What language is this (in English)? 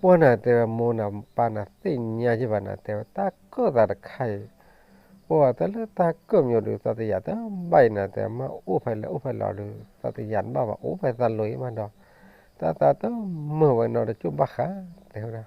S'gaw Karen